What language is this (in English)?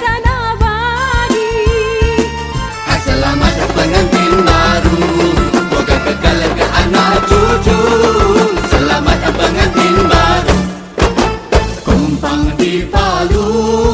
Malay